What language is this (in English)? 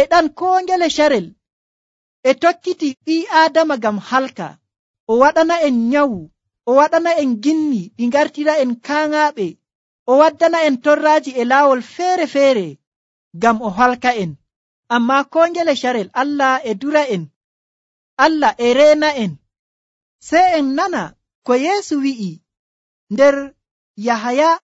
Nigerian Fulfulde